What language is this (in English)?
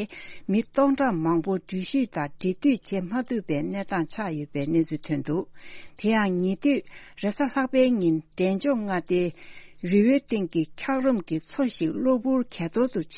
Tibetan